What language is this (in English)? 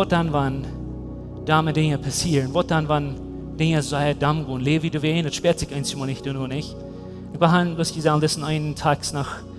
Plautdietsch